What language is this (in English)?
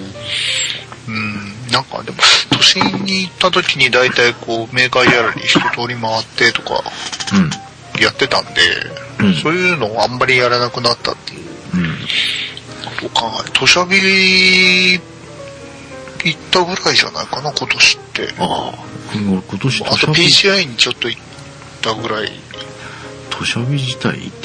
Japanese